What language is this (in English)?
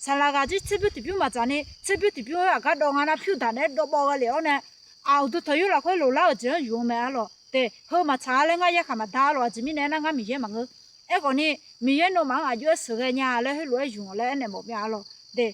Akha